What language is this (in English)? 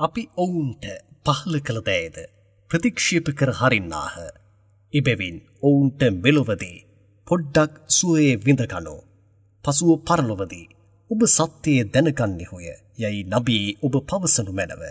Sinhala